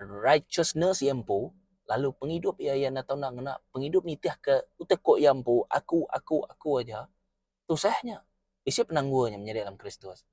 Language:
Iban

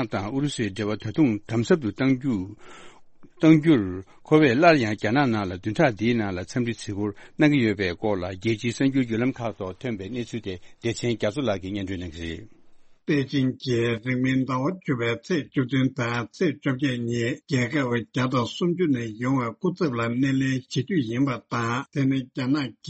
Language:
Tibetan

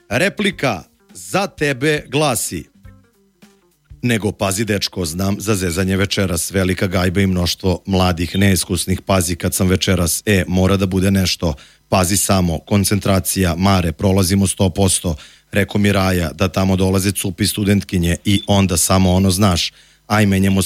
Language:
Serbian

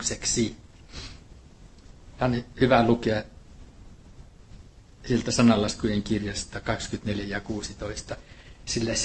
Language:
Finnish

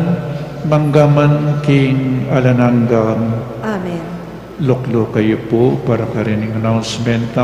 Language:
Pampanga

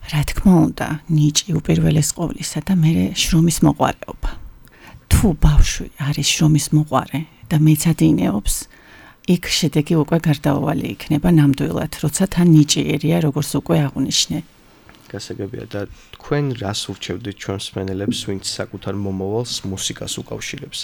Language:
Georgian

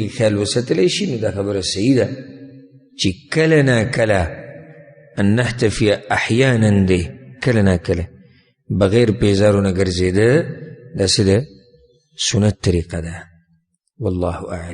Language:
Pashto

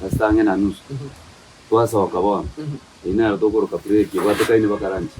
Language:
Gusii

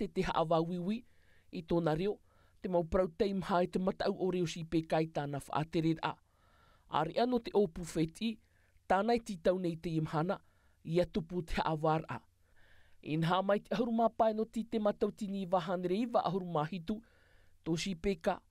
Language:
Tahitian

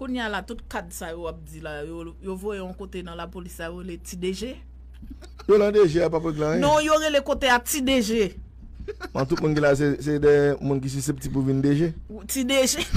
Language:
Haitian Creole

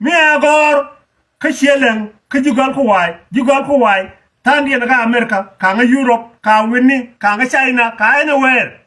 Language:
Nuer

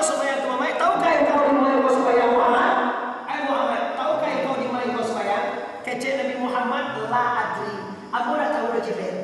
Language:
Minangkabau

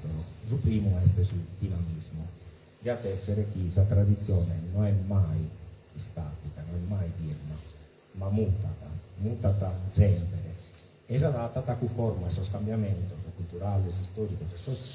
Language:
Sardinian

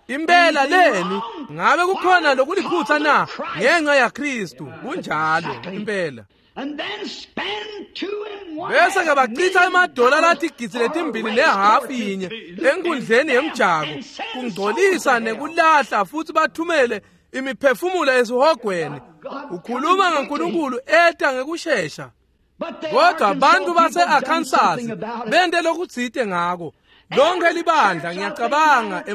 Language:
Swati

